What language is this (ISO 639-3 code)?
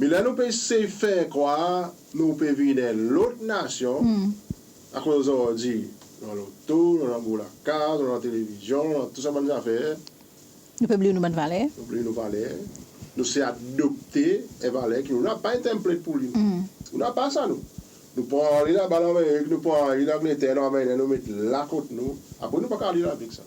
crs